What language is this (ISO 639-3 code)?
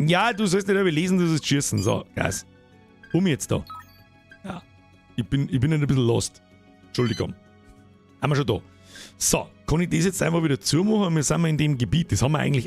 bar